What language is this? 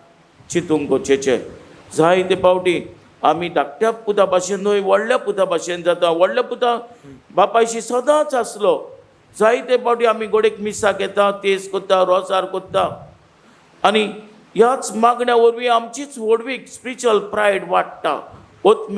Konkani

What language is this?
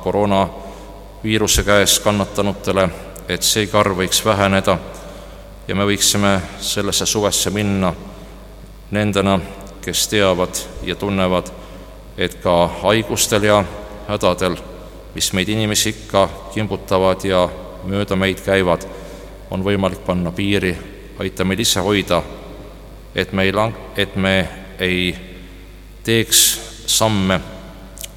Estonian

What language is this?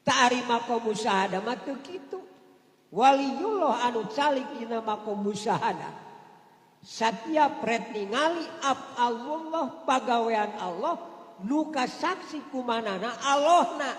Sundanese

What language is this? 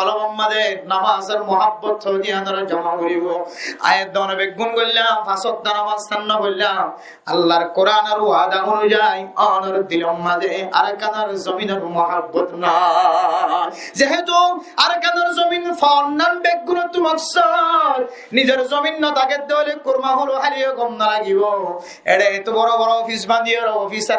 Rohingya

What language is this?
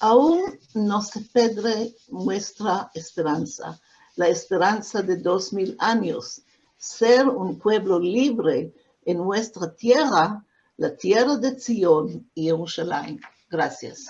Ladino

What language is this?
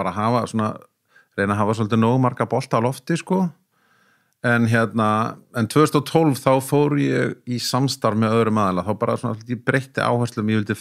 Icelandic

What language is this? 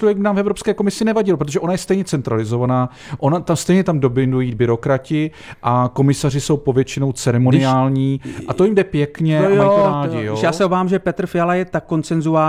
Czech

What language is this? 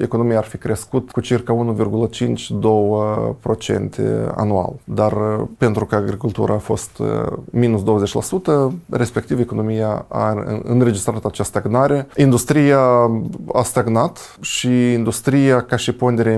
Romanian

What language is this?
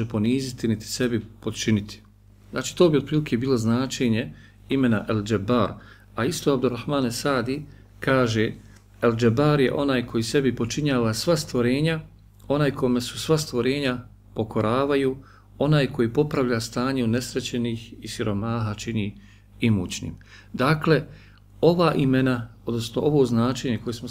Bosnian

